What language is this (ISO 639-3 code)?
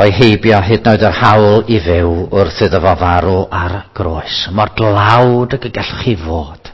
cym